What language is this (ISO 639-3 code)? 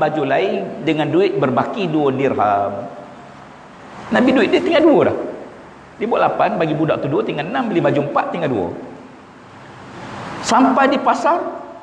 msa